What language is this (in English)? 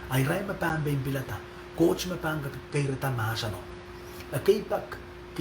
Pohnpeian